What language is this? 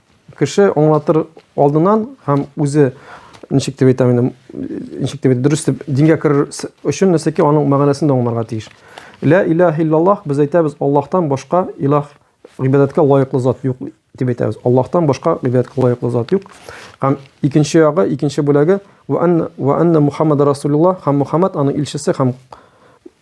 Tatar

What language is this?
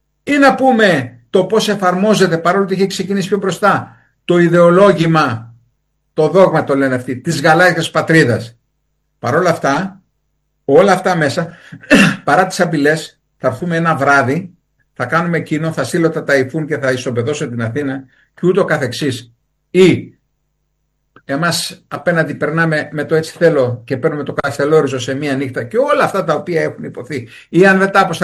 Greek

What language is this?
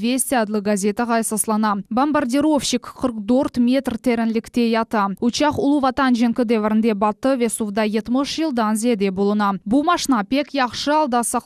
Crimean Tatar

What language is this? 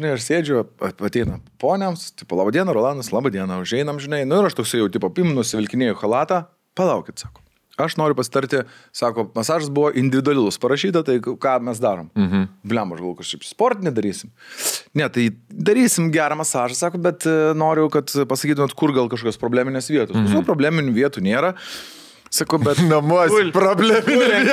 Lithuanian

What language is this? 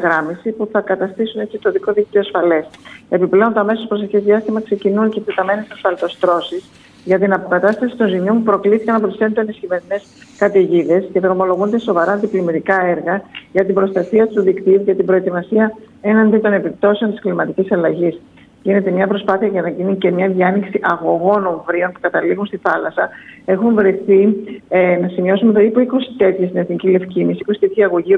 Greek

